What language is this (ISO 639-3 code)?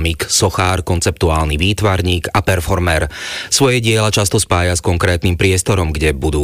slk